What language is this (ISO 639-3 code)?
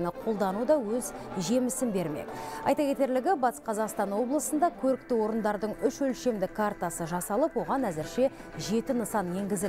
kaz